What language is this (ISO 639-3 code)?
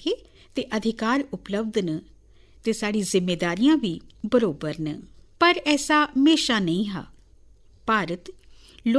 doi